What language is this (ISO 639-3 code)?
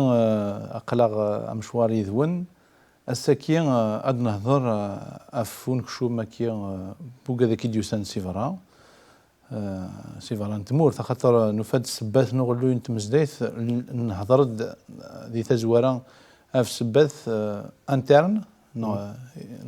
kab